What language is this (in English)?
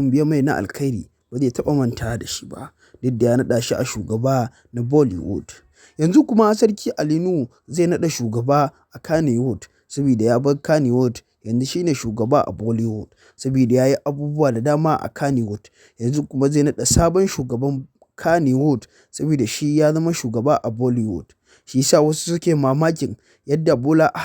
Hausa